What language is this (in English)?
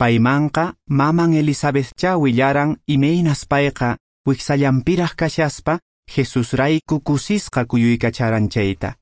Quechua